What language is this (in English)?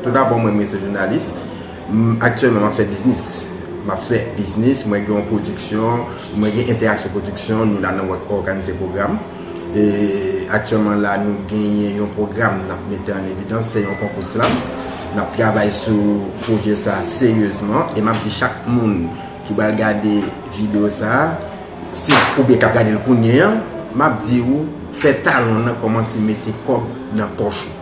Haitian Creole